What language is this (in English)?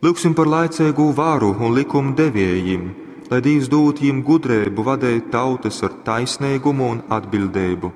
Latgalian